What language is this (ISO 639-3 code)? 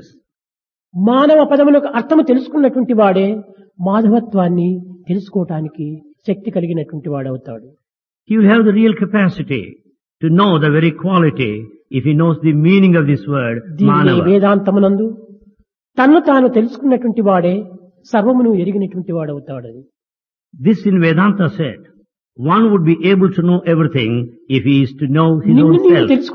tel